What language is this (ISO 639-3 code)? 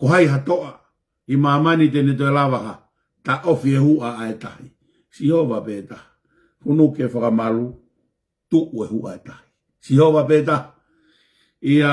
ton